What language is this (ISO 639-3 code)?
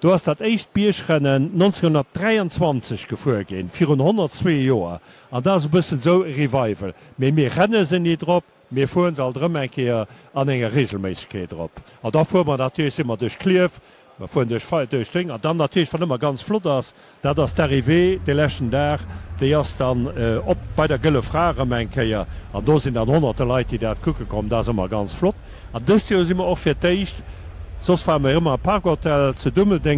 ltz